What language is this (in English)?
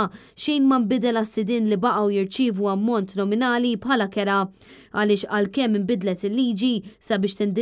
Maltese